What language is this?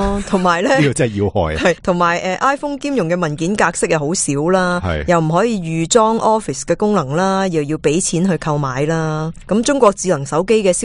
Cantonese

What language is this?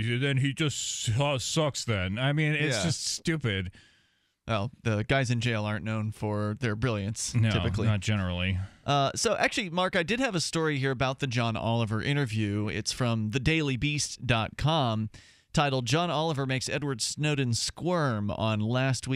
English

